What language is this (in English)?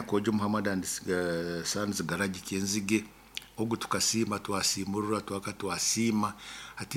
Nyoro